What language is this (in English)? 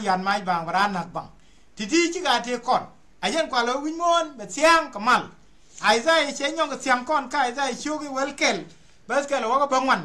Nuer